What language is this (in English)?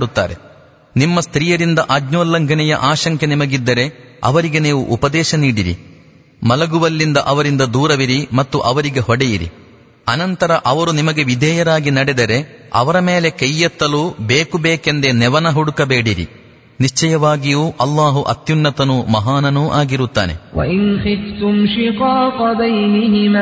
Kannada